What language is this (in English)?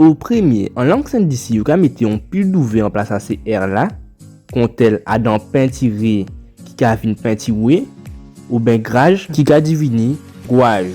Guadeloupean Creole French